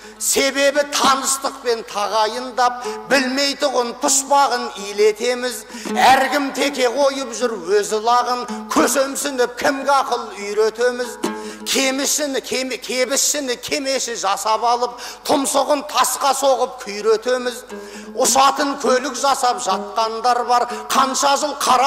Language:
Kazakh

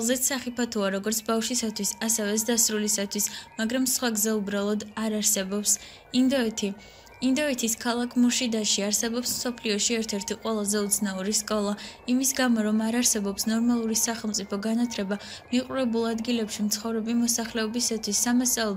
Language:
Georgian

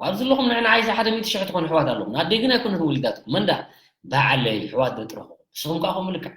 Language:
Tigrinya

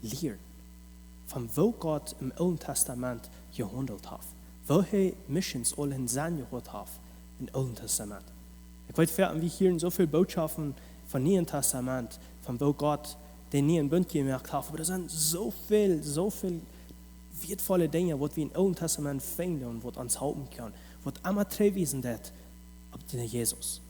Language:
Plautdietsch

